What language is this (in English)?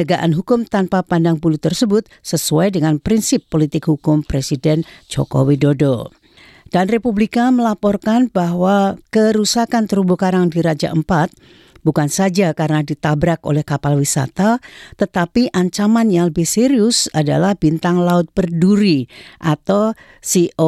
Indonesian